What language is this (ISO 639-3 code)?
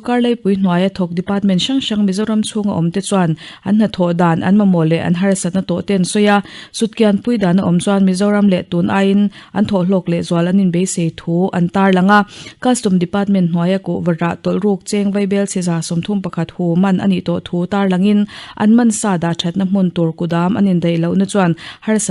lus